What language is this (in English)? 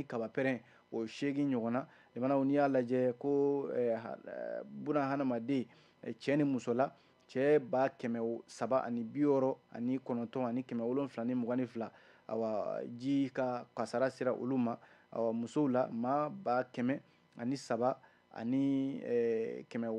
Bambara